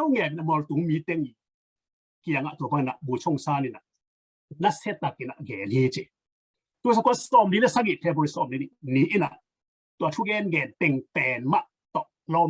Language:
Tedim Chin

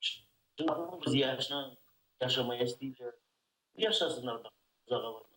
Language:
Crimean Tatar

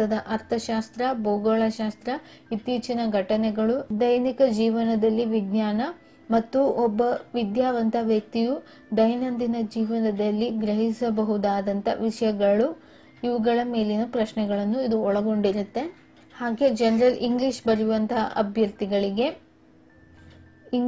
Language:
Kannada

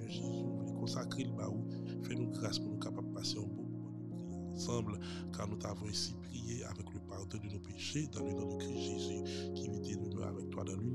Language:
French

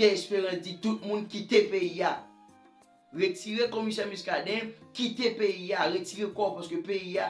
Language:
Haitian Creole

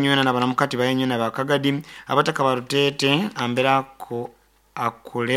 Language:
Nyoro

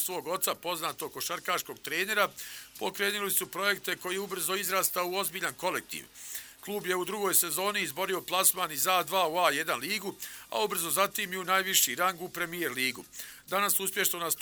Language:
Bosnian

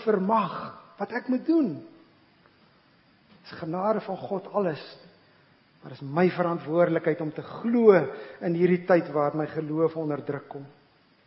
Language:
Afrikaans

